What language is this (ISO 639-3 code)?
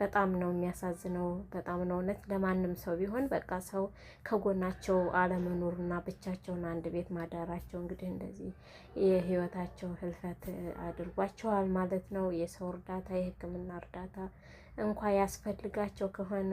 amh